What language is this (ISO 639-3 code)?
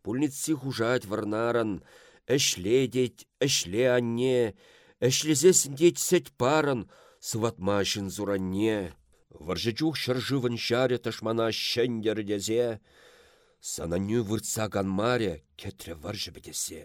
chv